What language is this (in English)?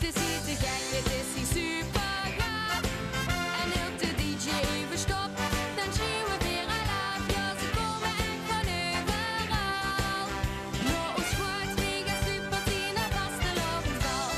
Limburgish